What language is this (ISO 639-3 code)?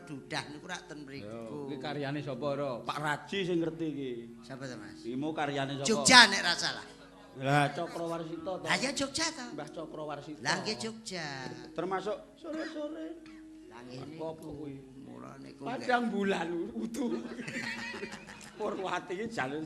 jav